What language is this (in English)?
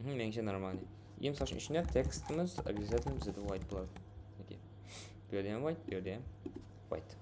Kara-Kalpak